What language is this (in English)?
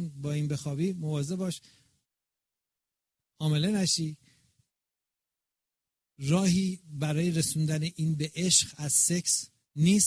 Persian